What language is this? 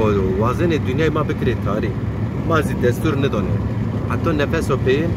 Zaza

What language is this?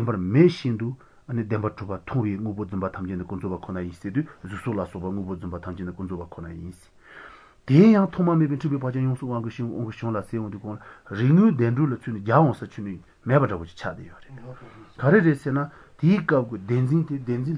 Latvian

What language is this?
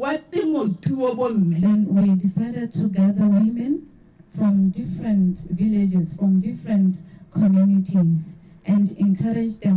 Tswana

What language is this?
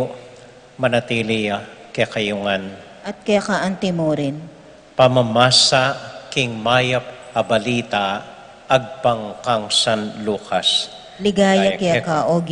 Pampanga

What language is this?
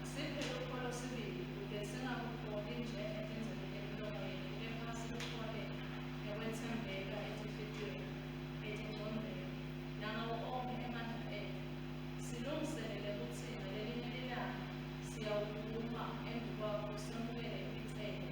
Swati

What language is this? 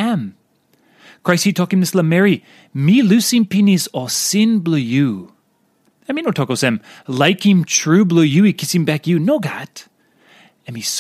Tok Pisin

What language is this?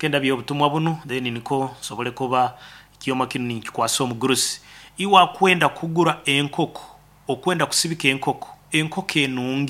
Nyoro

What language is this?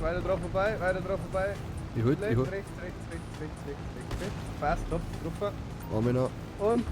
Bavarian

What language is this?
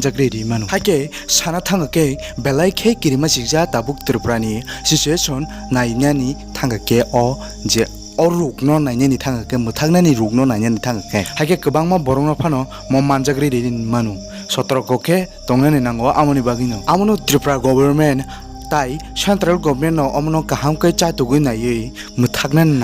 Kok Borok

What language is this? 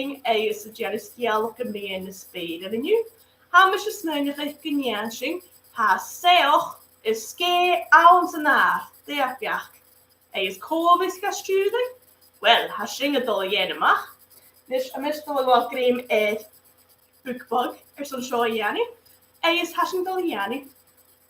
Scottish Gaelic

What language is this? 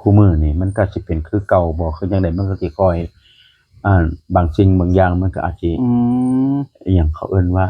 Northeastern Thai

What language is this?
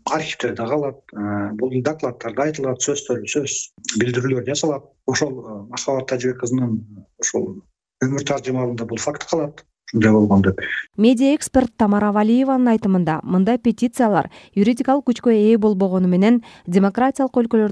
Kyrgyz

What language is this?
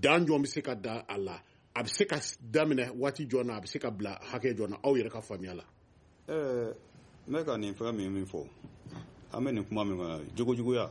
Bambara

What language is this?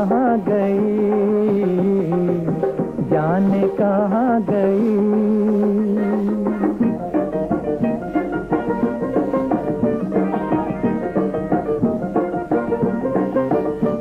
Hindi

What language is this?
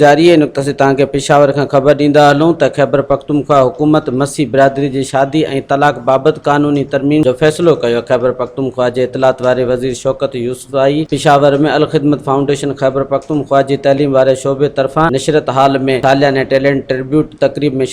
Sindhi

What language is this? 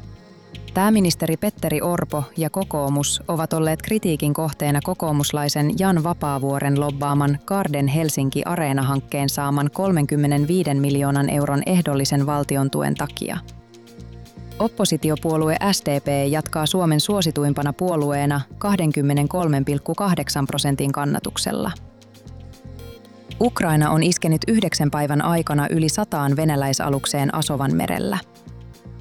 Finnish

